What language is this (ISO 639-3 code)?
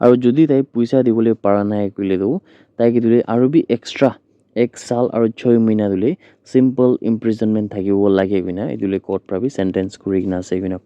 nag